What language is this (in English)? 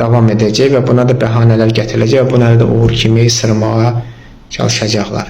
Azerbaijani